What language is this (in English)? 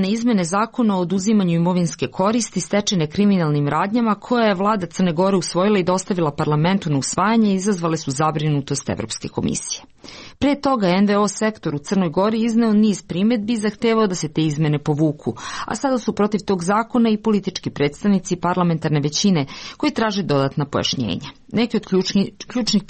Serbian